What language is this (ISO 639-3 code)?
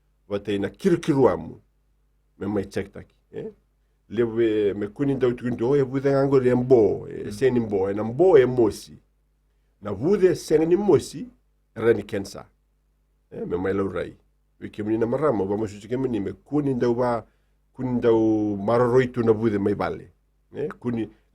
fij